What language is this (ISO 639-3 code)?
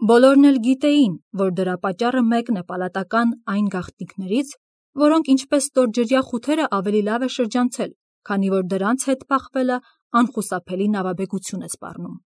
hye